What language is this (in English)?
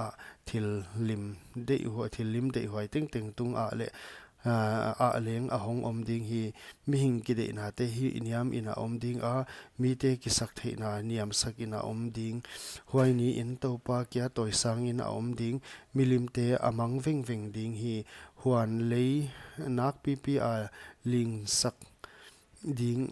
Paite Chin